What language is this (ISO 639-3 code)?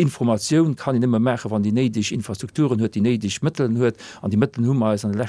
ltz